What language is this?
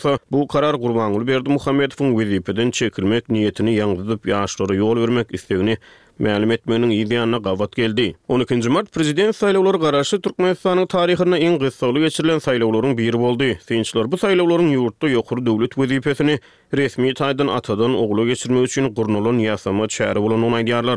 Turkmen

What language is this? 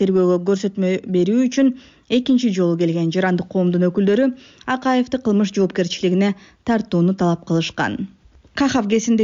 Kyrgyz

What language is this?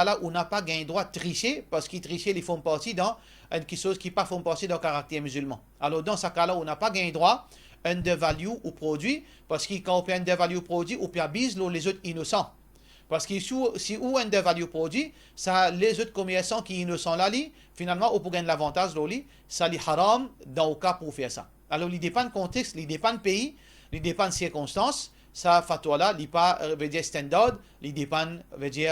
Morisyen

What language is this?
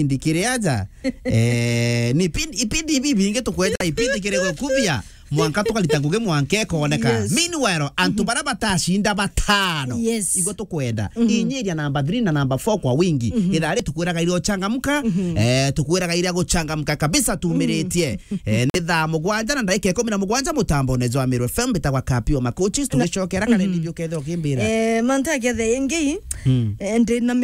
Meru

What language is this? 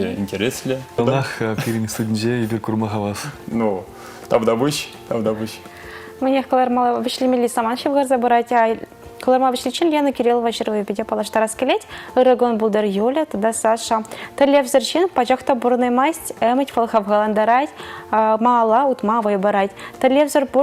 Chuvash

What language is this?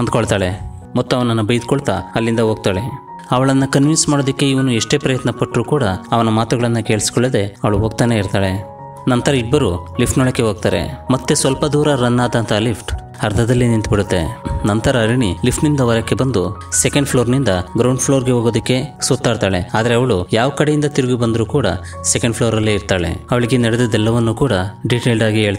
Kannada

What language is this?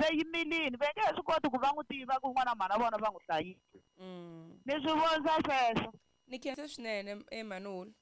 Tsonga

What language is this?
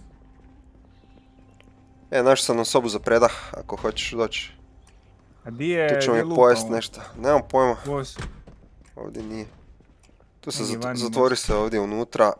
Croatian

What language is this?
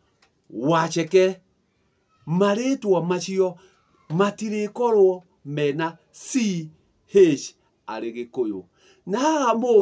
Kikuyu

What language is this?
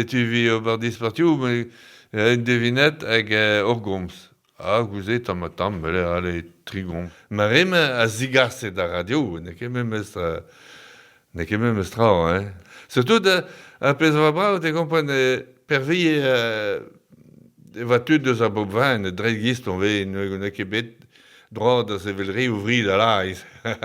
Breton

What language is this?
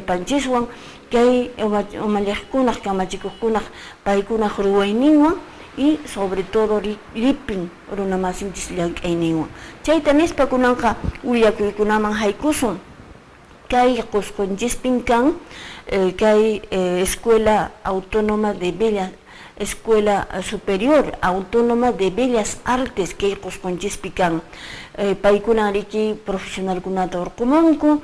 Quechua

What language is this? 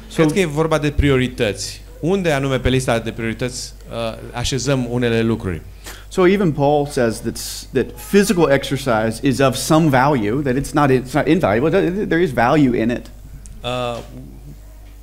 Romanian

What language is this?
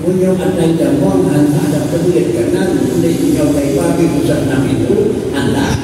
Achinese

